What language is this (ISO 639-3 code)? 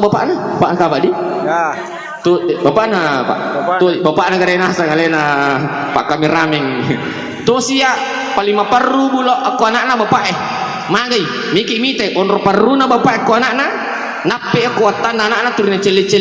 bug